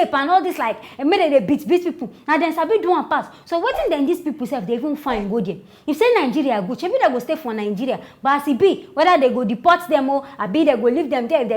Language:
Nigerian Pidgin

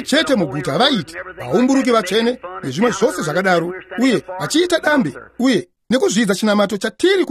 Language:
Shona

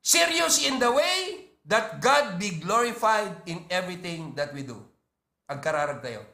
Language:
Iloko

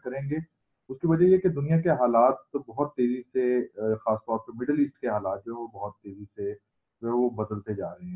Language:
Urdu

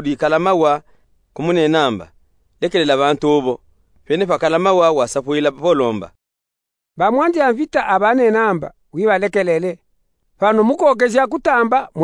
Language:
Luba-Katanga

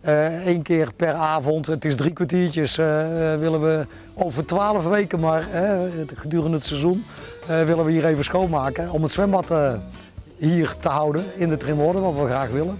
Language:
Western Frisian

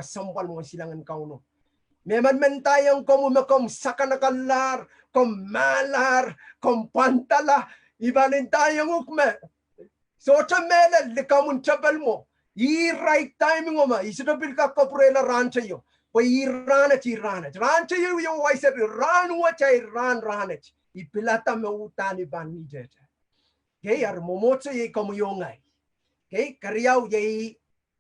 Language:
Pohnpeian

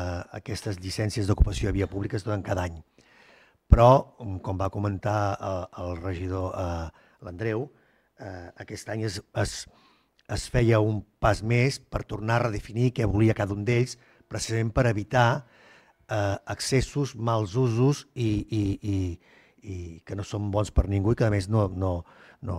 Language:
Catalan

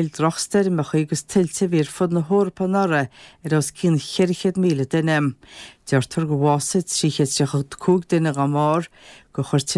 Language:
Irish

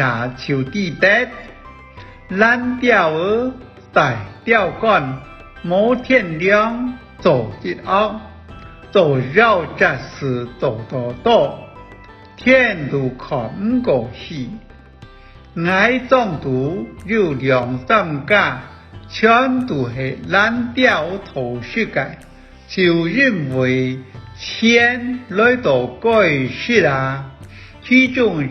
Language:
Hakka Chinese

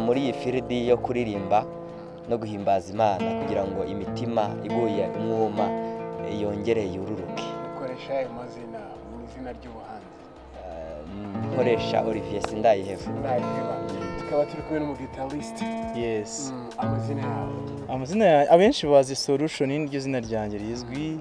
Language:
Kinyarwanda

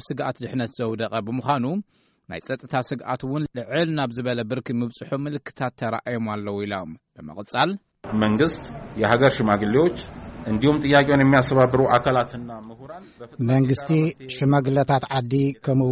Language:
Tigrinya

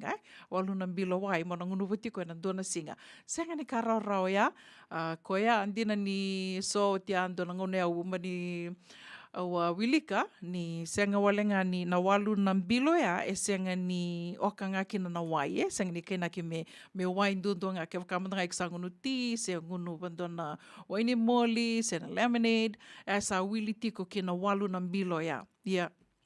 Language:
Fijian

